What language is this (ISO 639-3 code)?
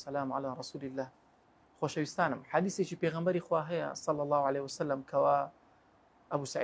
ckb